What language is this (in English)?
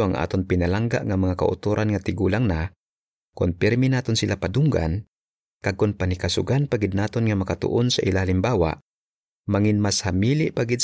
Hiligaynon